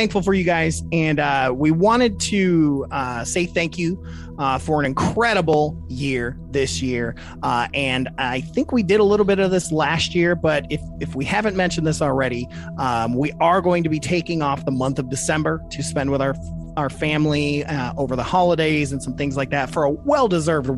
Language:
English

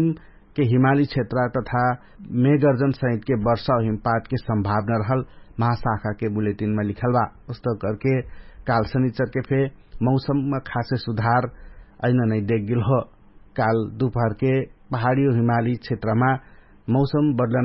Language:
Dangaura Tharu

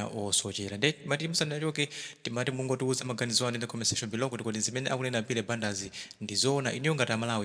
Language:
Nyanja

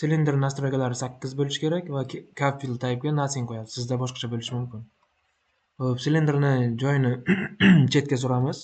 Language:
Uzbek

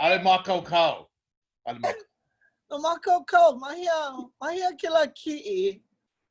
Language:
Hawaiian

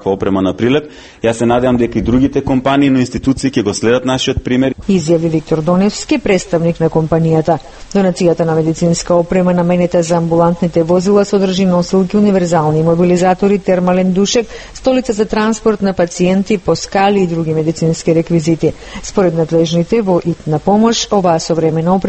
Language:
Macedonian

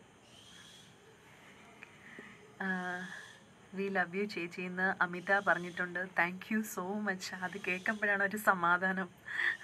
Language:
Malayalam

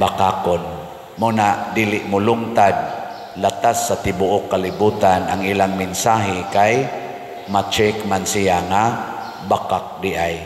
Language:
Cebuano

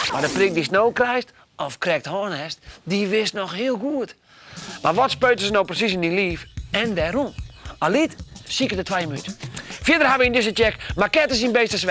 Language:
Western Frisian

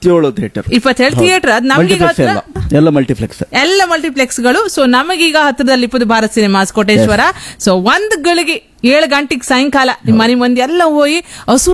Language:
Kannada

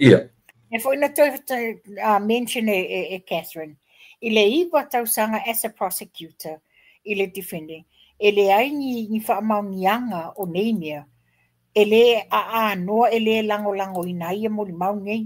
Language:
Samoan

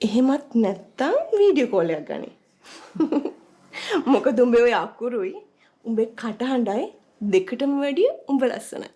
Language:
Sinhala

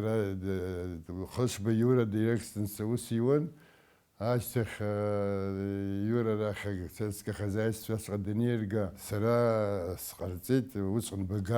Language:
Abkhazian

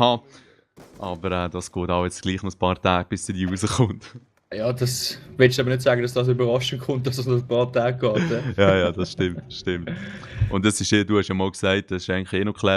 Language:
Swiss German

